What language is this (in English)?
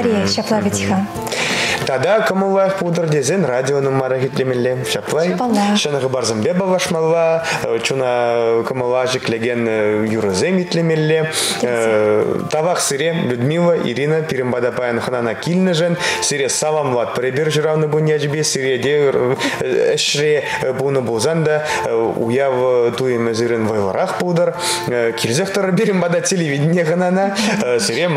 Chuvash